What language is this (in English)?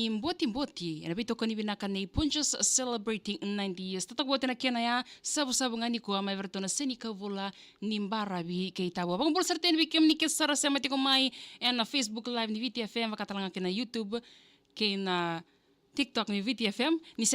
Fijian